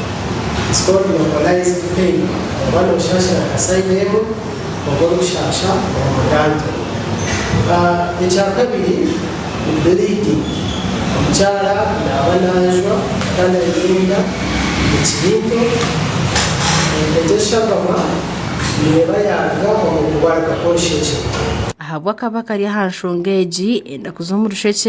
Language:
Nyankole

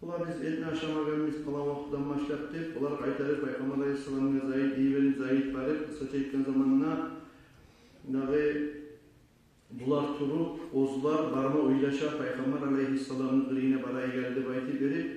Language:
Kumyk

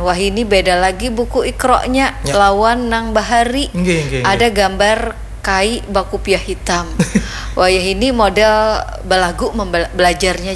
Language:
Banjar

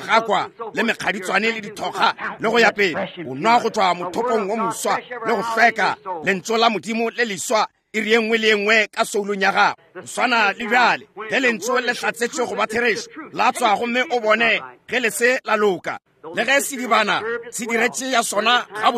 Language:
Northern Sotho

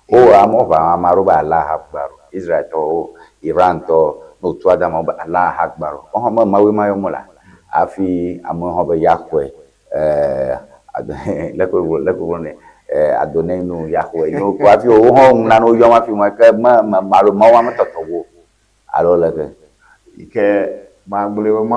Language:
Ewe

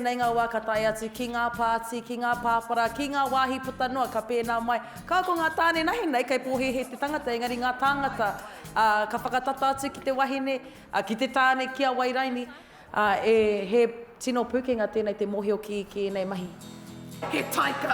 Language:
Māori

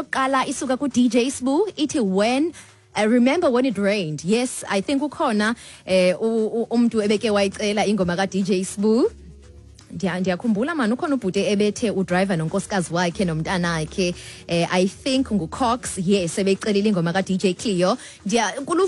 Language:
Xhosa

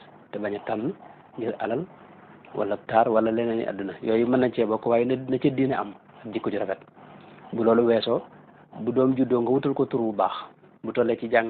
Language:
Wolof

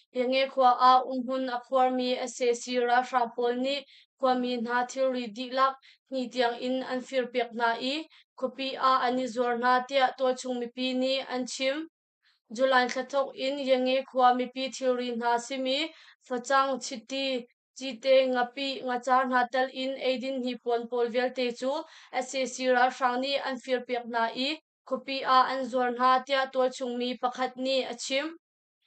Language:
Hakha Chin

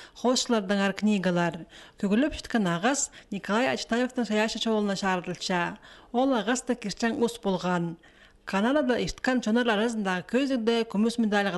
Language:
Khakas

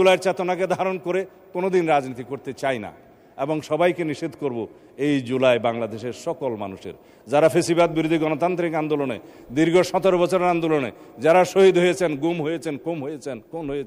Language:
Bangla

